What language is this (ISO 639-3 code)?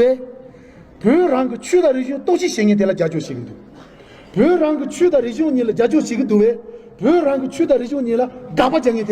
bod